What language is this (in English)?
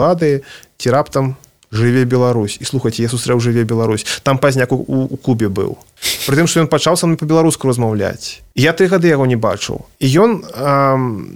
Belarusian